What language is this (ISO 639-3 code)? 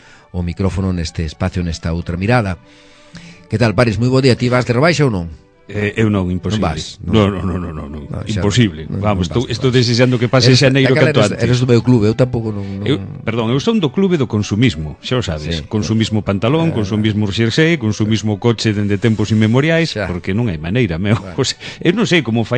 glg